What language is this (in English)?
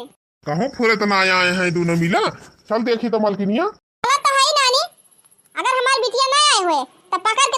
Awadhi